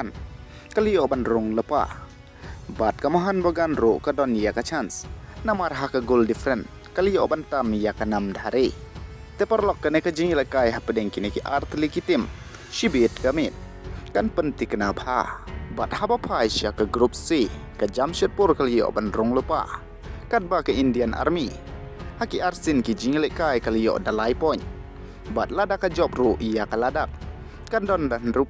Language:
Khasi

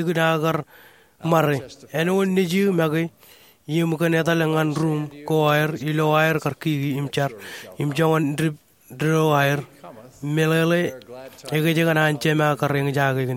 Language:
Marshallese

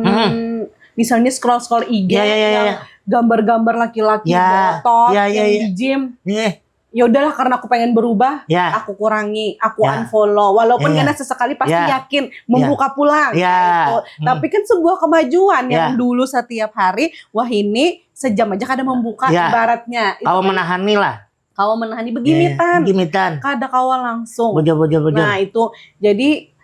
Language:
Banjar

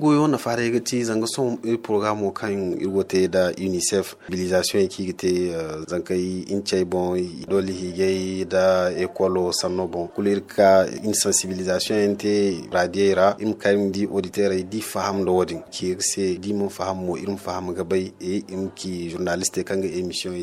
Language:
Zarma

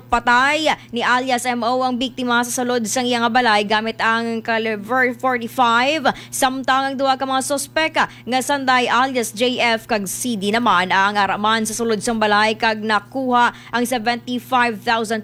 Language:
Hiligaynon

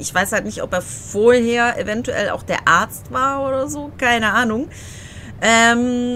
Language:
German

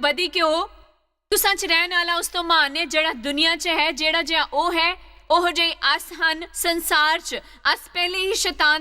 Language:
Dogri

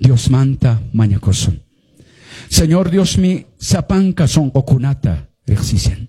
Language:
Quechua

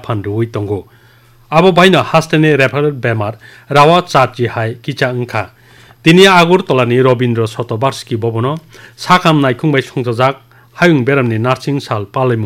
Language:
Kok Borok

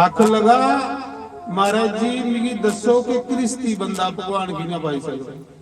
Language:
Dogri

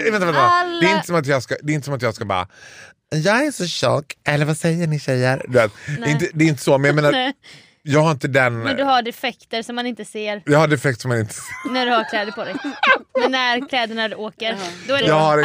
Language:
Swedish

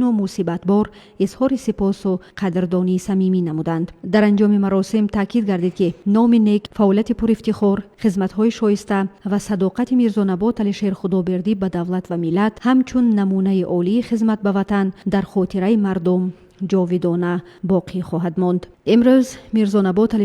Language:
Tajik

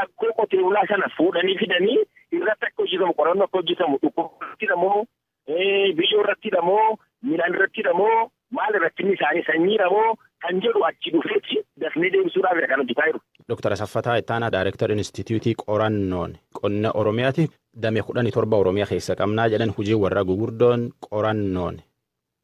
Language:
Oromo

